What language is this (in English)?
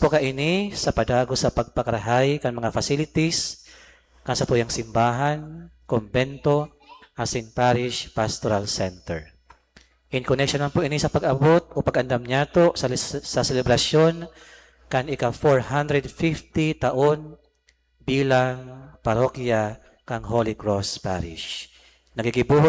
Bikol